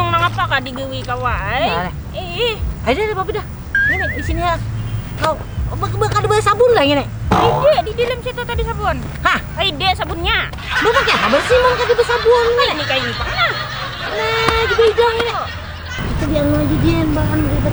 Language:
Banjar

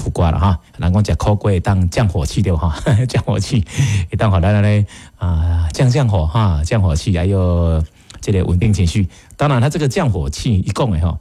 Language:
Min Nan Chinese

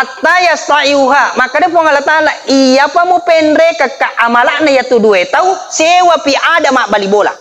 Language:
Buginese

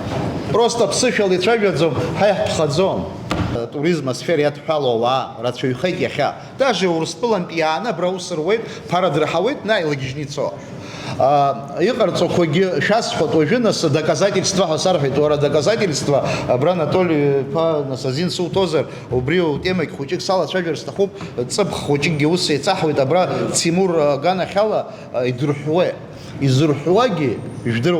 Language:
Abkhazian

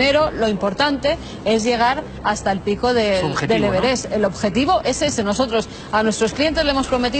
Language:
Spanish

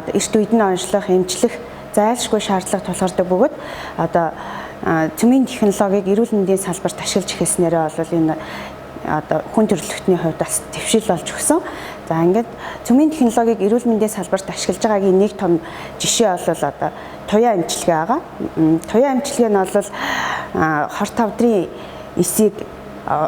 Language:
Mongolian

